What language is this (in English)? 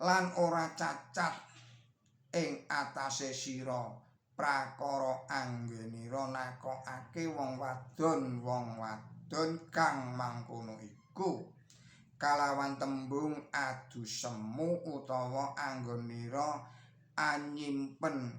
Javanese